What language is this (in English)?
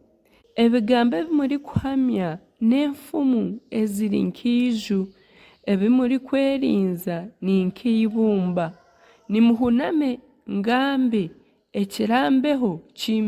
Nyankole